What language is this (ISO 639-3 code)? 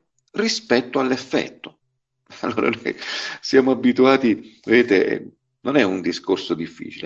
ita